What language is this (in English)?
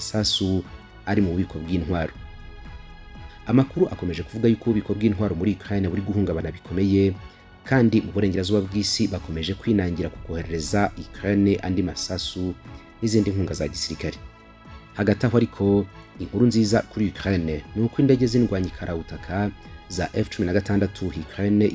Kinyarwanda